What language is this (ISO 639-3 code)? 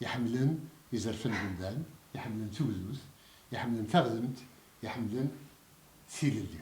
kab